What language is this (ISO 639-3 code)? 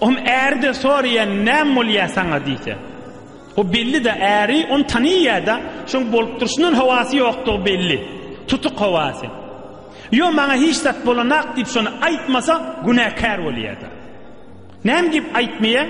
tuk